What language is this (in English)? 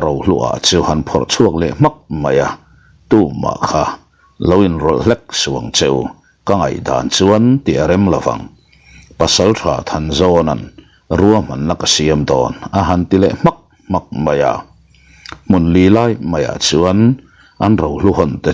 Mizo